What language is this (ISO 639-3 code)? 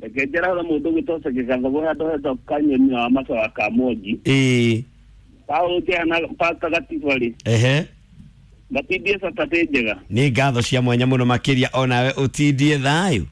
kik